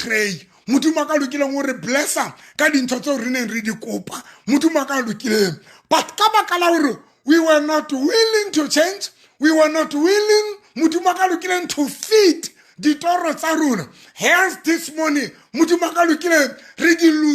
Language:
Southern Sotho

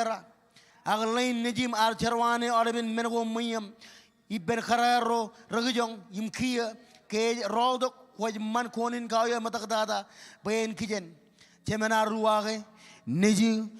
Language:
Marshallese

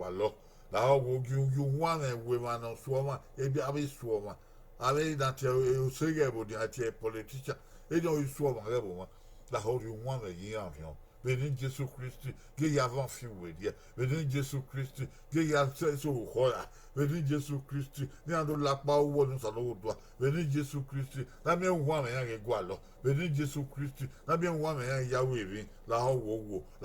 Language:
Bini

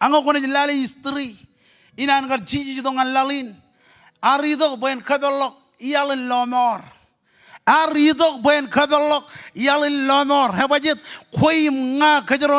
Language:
Marshallese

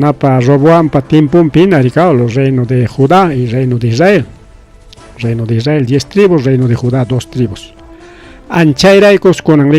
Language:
Ayacucho Quechua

